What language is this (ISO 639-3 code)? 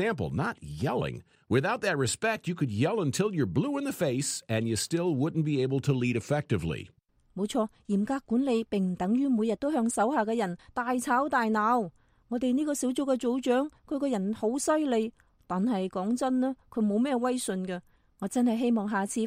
yue